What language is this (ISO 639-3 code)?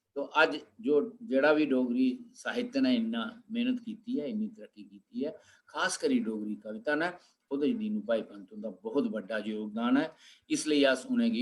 doi